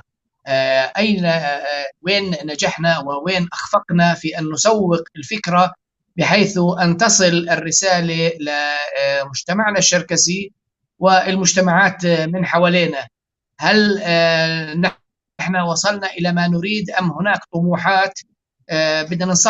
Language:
North Levantine Arabic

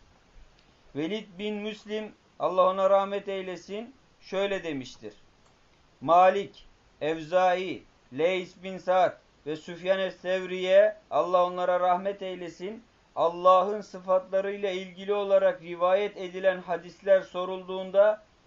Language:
Turkish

